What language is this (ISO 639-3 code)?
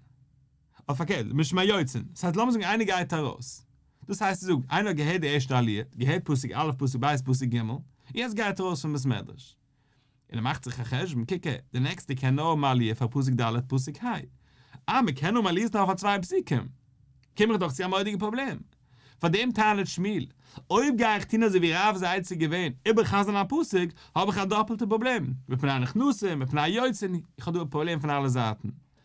yid